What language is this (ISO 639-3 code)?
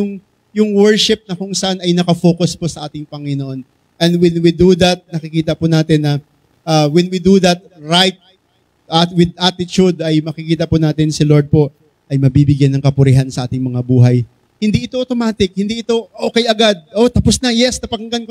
fil